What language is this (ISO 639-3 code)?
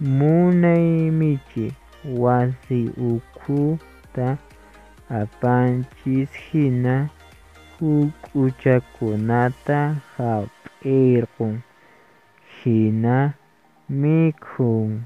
que